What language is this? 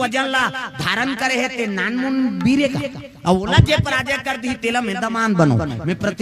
Chhattisgarhi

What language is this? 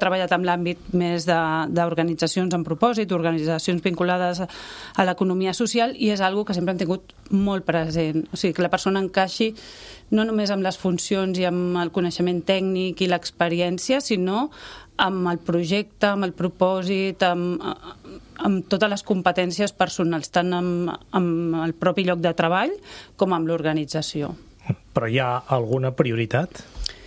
Catalan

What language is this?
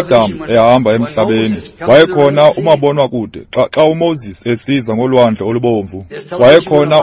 Xhosa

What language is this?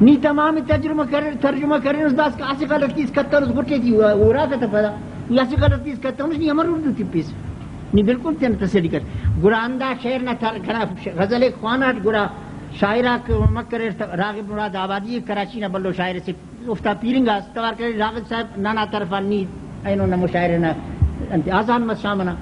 Brahui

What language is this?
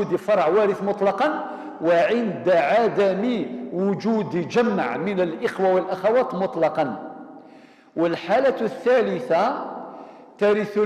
Kabyle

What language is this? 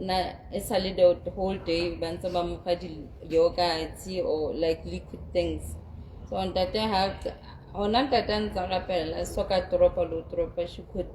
Southern Sotho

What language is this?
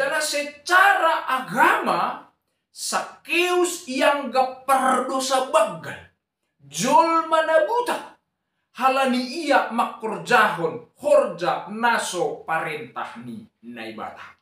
Batak Simalungun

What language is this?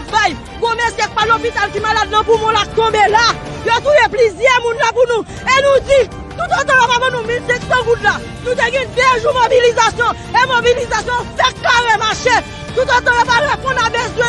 Haitian Creole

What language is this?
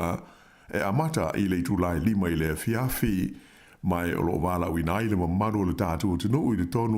Samoan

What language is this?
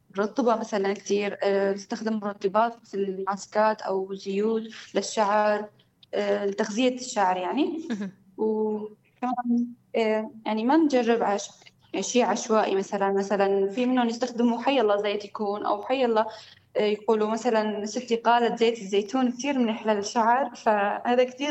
North Levantine Arabic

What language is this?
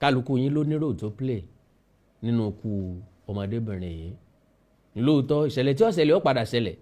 Yoruba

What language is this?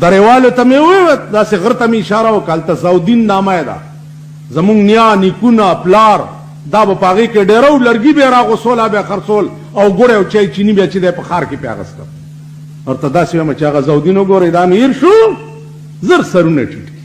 Pashto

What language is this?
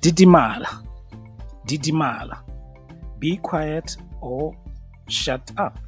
Tswana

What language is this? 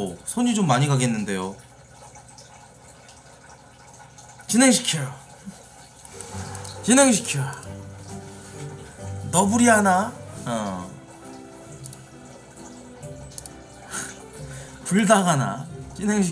Korean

